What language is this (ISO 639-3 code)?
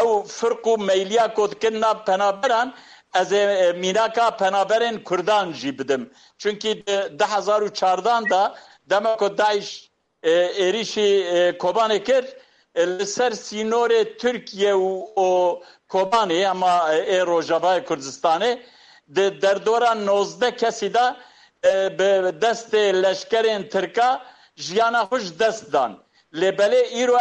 kur